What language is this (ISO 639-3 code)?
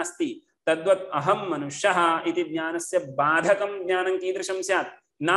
san